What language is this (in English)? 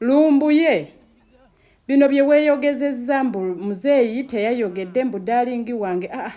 Ganda